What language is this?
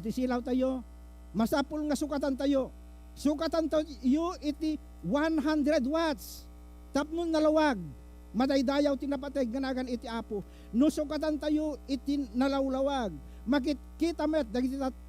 Iloko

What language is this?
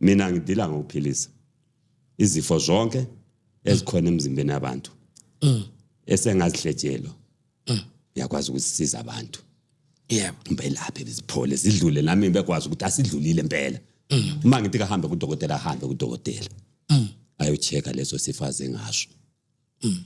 Zulu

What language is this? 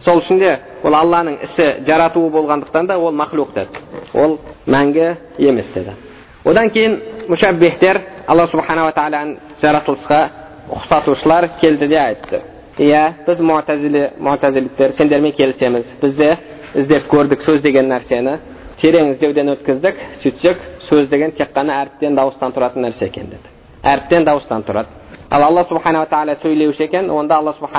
Kazakh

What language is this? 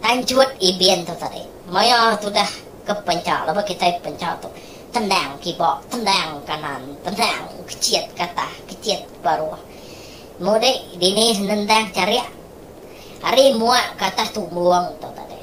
Iban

